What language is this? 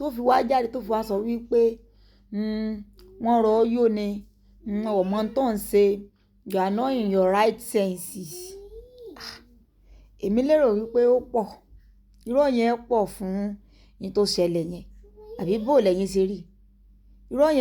Yoruba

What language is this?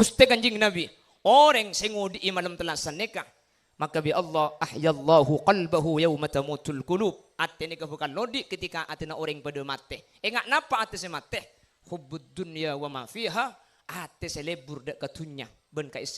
Madurese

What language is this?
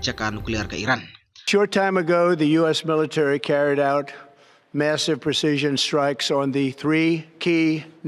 Khasi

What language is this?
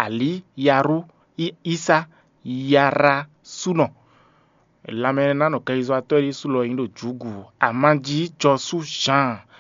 Fon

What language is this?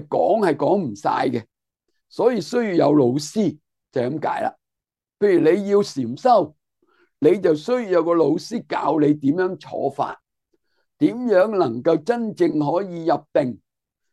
Cantonese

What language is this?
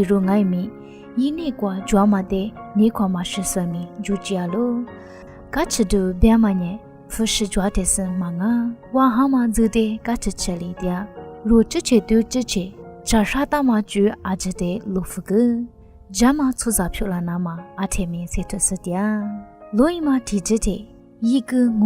Lisu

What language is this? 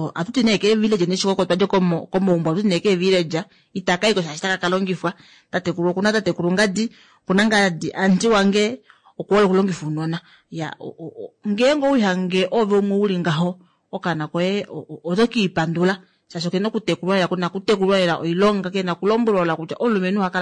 Kuanyama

